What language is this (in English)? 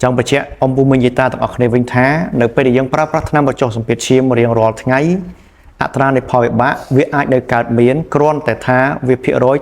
Khmer